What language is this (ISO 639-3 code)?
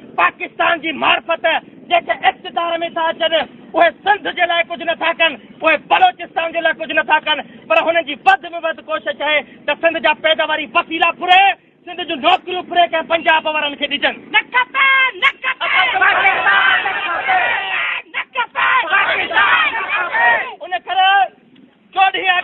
snd